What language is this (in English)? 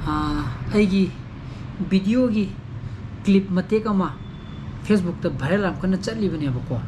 Manipuri